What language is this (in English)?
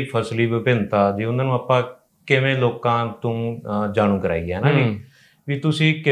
Punjabi